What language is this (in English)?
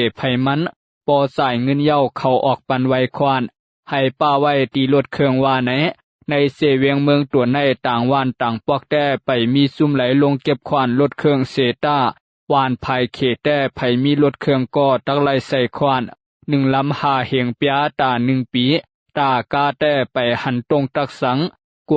Shan